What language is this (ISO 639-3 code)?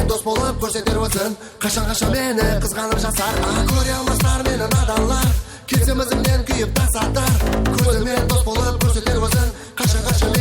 kaa